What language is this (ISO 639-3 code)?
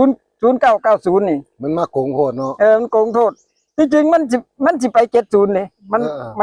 tts